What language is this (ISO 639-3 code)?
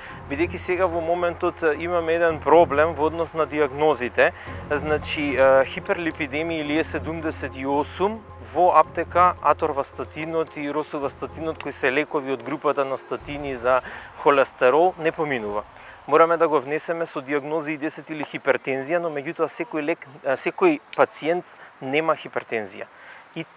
mkd